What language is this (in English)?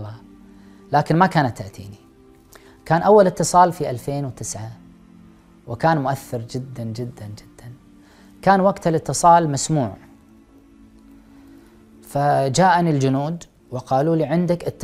Arabic